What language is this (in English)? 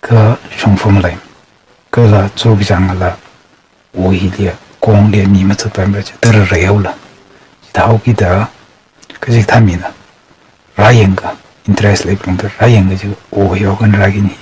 Tangkhul Naga (India)